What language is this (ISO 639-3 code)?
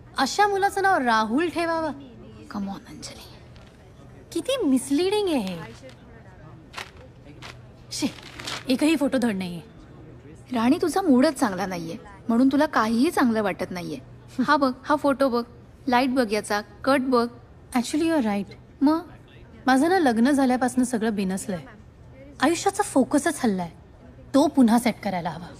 mar